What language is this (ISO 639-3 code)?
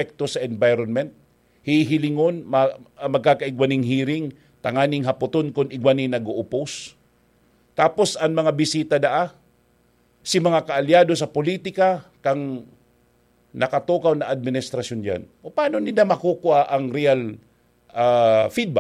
bik